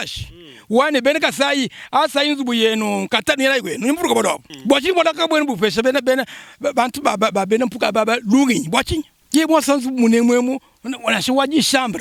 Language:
Luba-Lulua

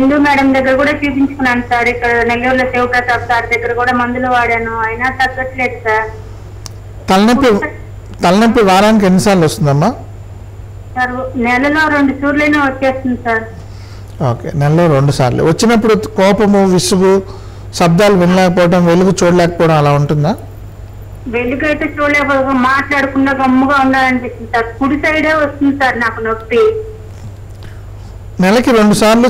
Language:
Telugu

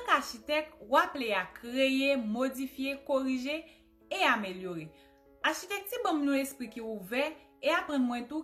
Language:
Haitian Creole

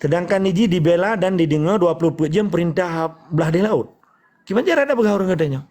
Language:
Achinese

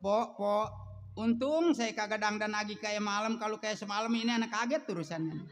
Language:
Betawi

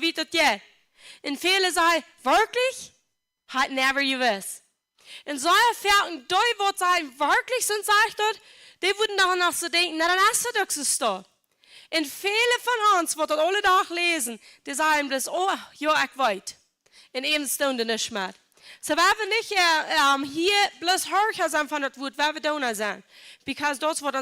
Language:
Plautdietsch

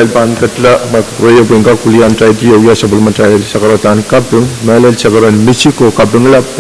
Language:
Pohnpeian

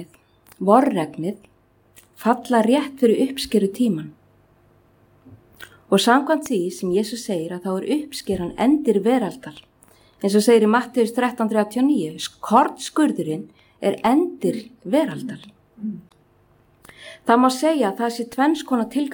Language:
Icelandic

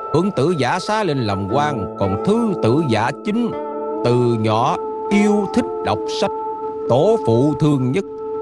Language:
Vietnamese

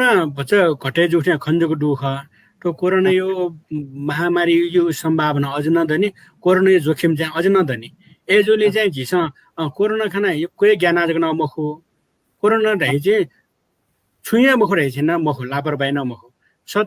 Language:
Newari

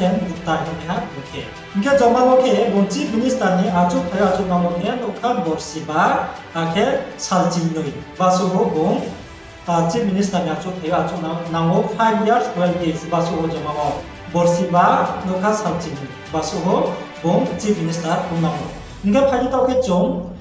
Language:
Riang (India)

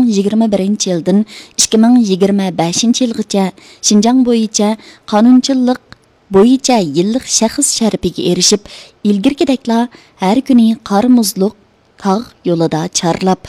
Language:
Uyghur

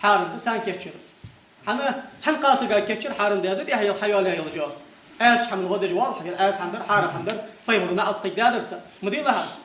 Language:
Ingush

